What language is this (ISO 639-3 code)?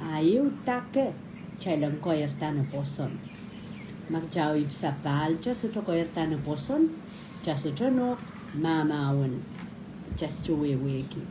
pon